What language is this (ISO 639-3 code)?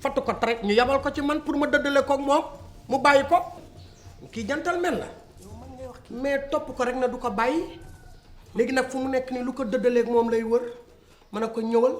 wol